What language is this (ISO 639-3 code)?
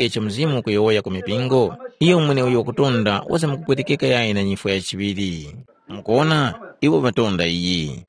tum